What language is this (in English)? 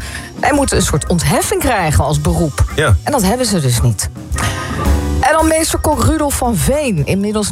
Dutch